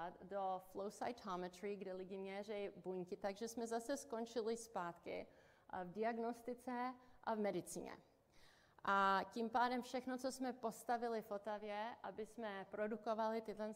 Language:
Czech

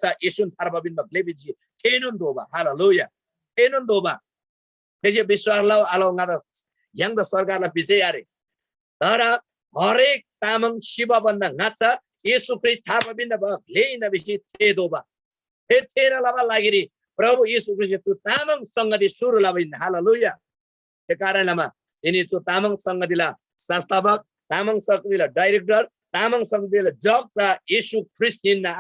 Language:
Eastern Tamang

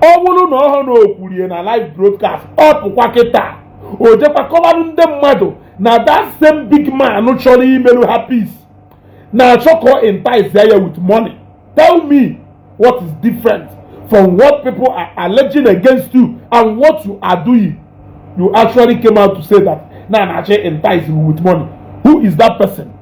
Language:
Igbo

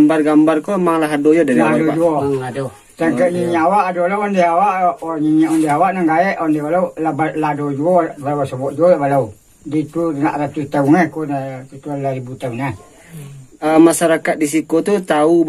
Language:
Minangkabau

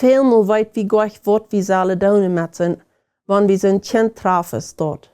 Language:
Plautdietsch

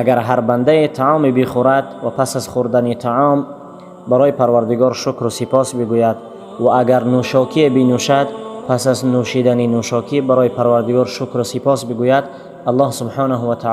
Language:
Tajik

